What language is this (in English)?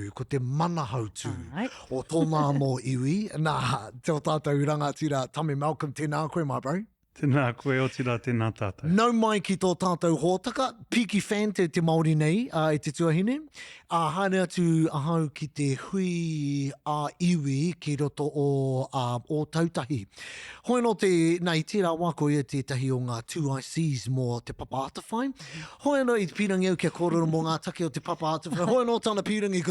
Māori